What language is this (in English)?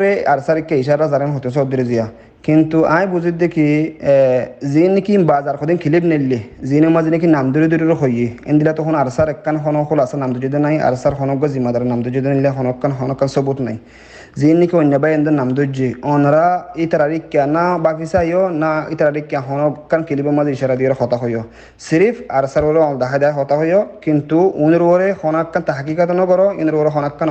Rohingya